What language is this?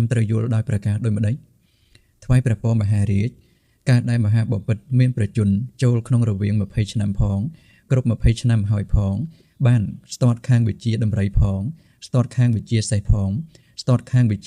Khmer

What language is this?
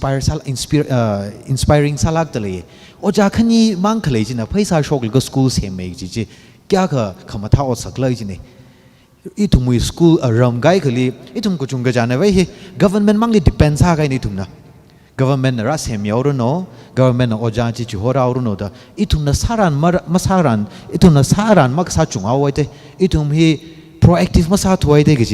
Tangkhul Naga (India)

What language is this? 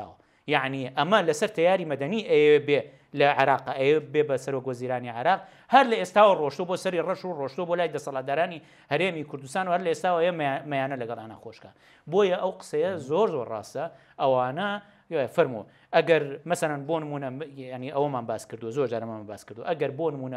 Central Kurdish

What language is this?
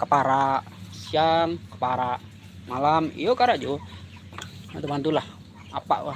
Minangkabau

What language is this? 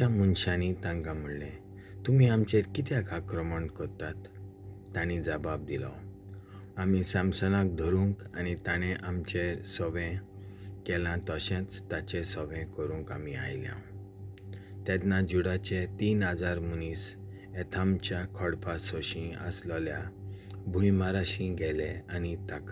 Konkani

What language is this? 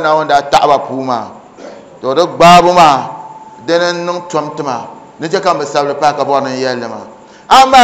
Dagbani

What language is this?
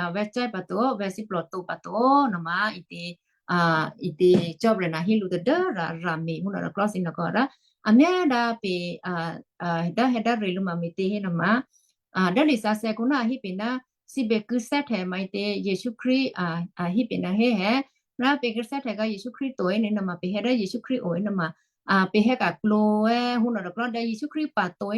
Western Kayah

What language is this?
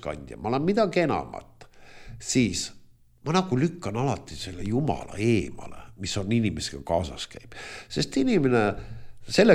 Estonian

